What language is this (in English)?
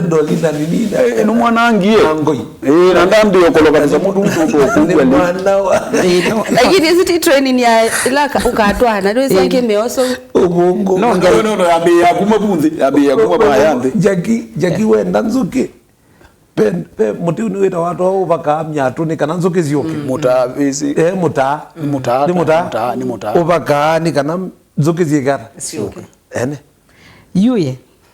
Kamba